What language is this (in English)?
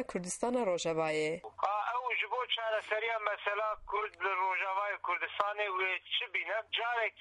Kurdish